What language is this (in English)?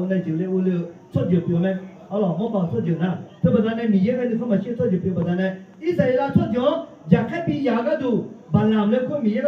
Akha